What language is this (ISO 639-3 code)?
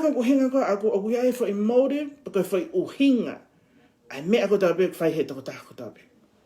ton